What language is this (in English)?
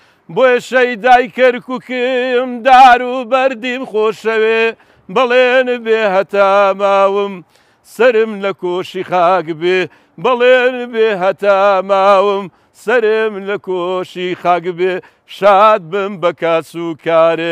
Central Kurdish